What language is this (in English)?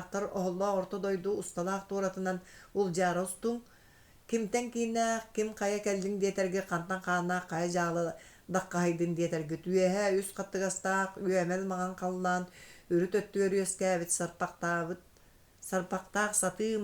Yakut